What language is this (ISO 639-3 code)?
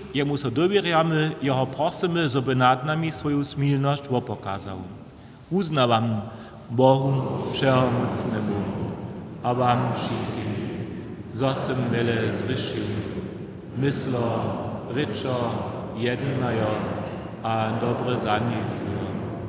hsb